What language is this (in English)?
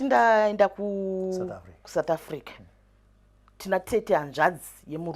Shona